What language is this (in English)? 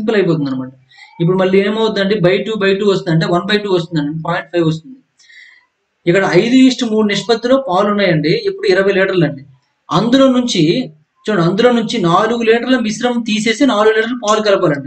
Telugu